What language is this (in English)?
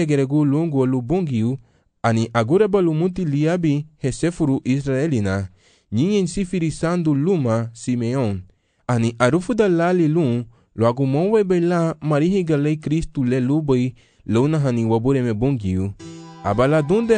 Garifuna